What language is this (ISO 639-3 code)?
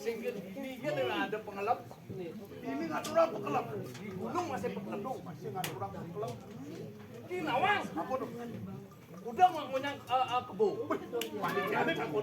ban